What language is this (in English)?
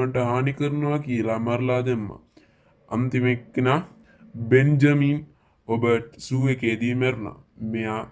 Sinhala